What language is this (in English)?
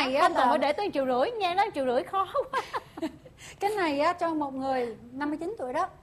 Vietnamese